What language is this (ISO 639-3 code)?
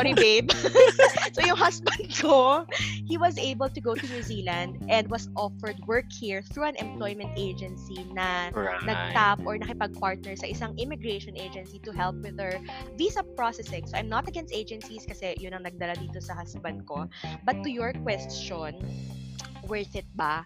fil